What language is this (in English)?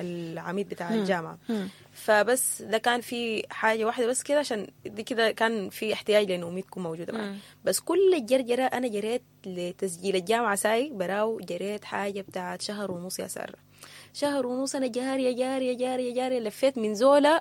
Sudanese Arabic